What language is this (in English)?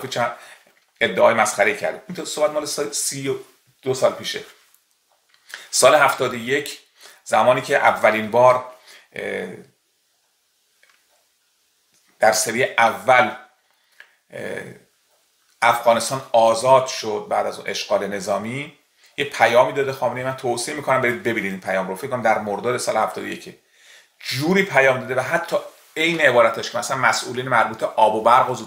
Persian